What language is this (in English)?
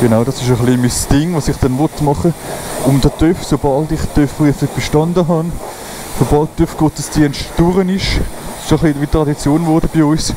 Swiss German